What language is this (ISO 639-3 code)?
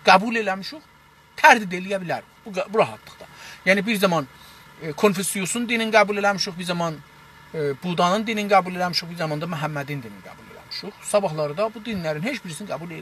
azb